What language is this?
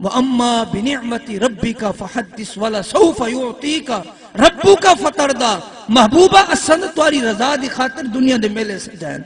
Saraiki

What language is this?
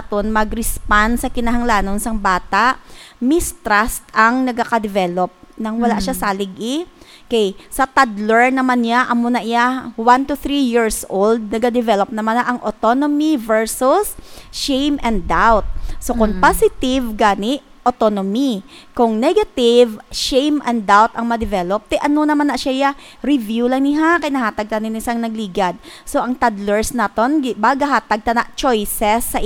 Hiligaynon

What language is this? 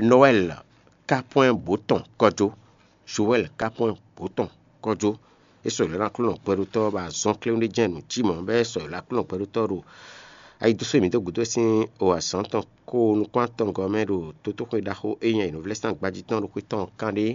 Fon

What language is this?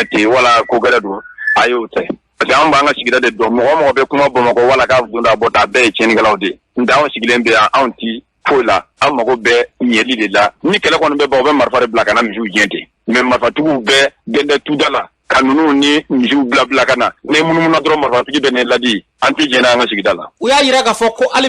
Bambara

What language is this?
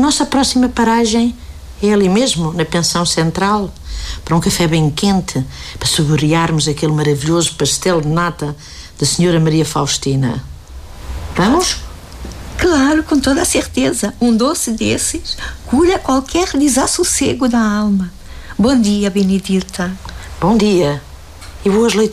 Portuguese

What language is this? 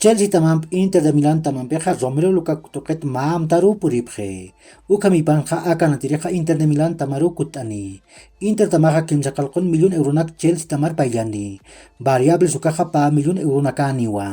Aymara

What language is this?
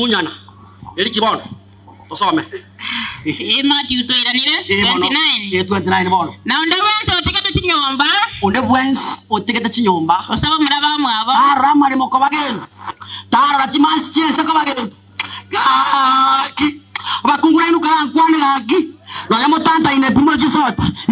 Gusii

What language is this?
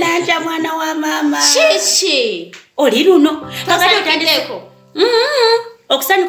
Ganda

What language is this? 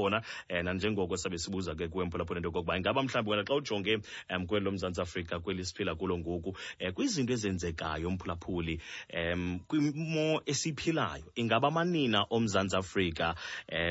Xhosa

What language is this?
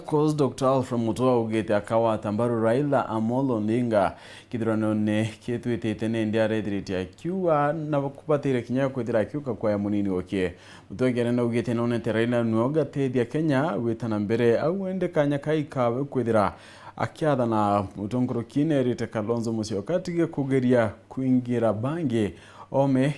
Meru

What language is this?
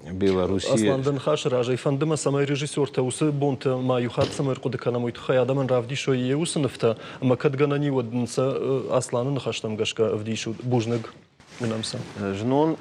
Ossetic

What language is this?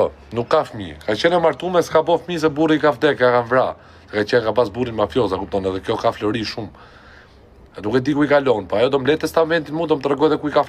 Albanian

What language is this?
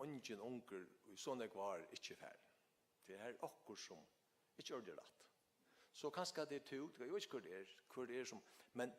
Faroese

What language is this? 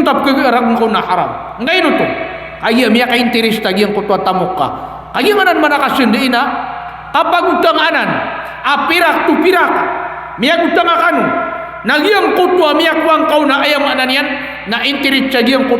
Maranao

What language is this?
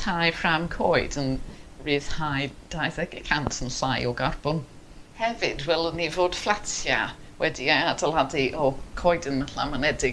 Welsh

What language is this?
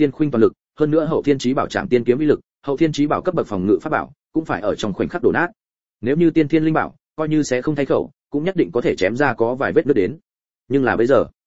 Vietnamese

